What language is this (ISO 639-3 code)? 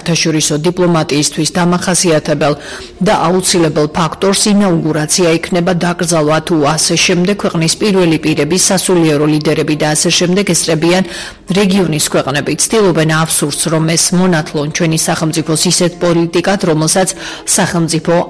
kat